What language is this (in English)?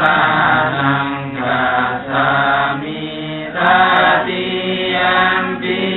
Pali